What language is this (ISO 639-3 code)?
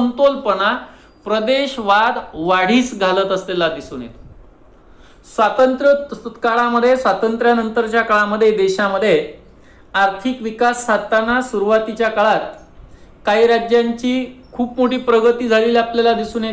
mar